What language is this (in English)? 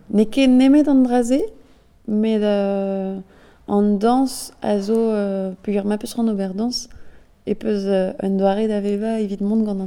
Breton